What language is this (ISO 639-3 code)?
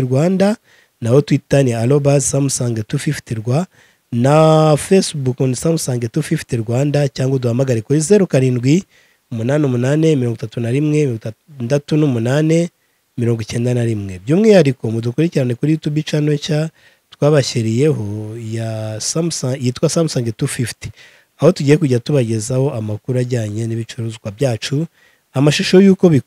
kin